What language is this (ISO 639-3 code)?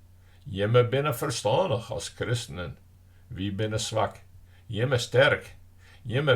fry